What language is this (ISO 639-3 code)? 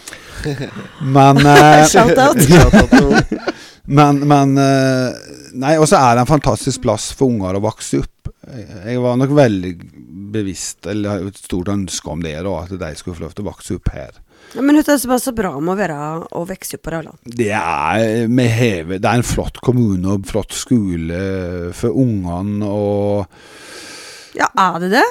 nor